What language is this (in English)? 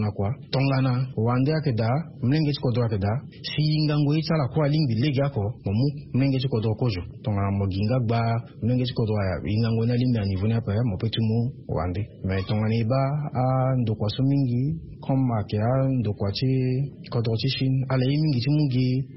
Sango